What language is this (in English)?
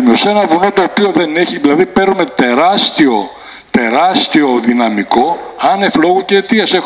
Greek